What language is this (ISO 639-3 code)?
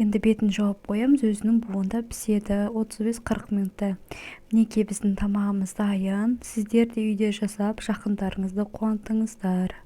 kaz